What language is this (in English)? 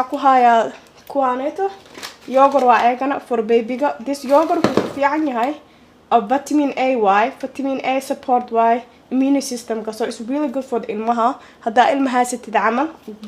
Somali